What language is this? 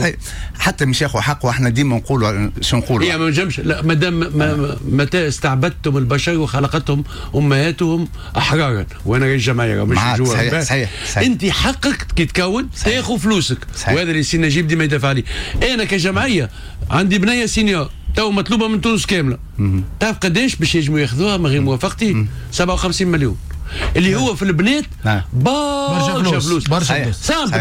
Tunisian Arabic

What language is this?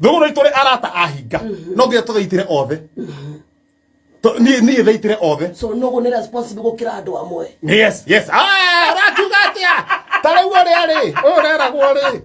Kikuyu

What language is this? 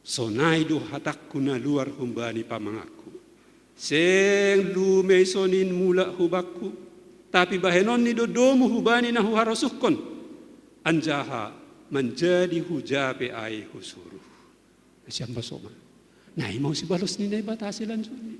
Batak Simalungun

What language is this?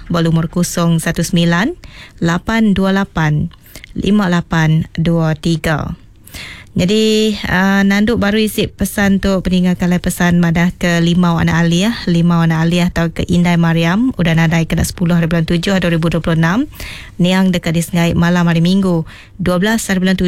Iban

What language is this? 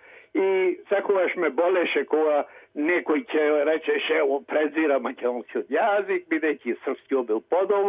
Macedonian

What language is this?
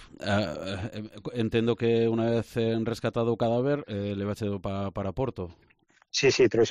Galician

